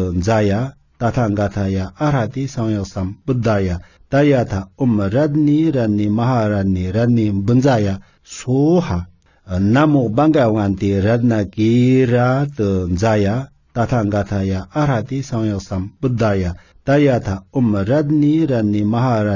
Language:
Sanskrit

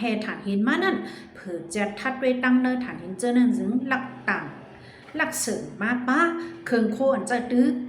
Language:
Shan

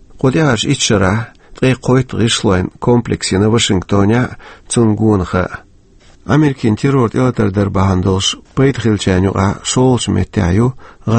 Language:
Chechen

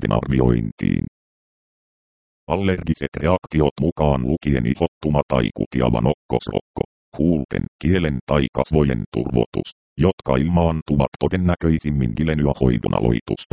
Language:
Finnish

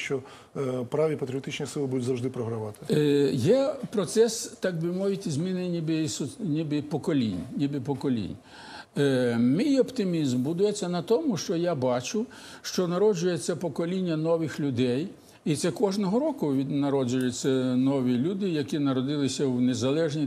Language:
Ukrainian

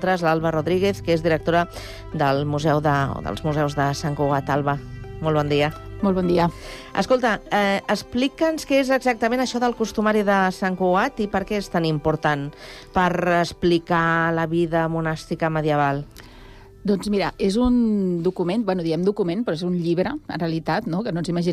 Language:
Catalan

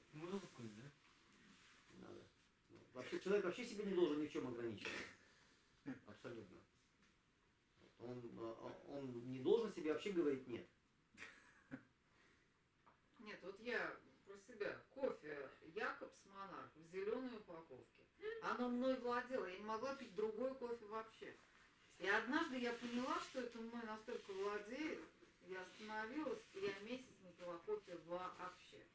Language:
Russian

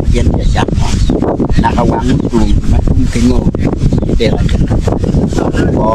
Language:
Acoli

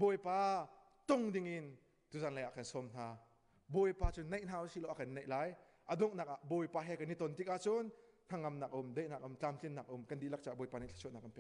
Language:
Hakha Chin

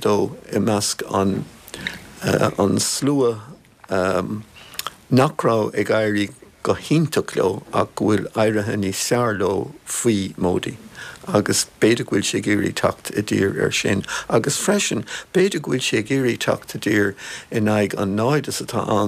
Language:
Irish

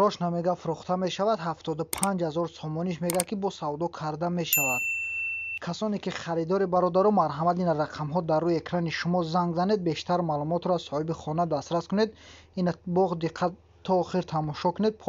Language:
Tajik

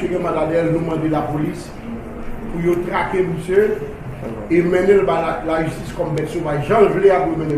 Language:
Haitian Creole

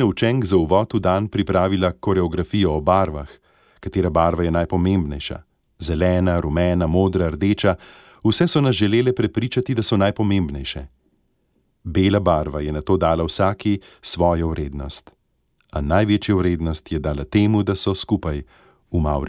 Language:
Slovenian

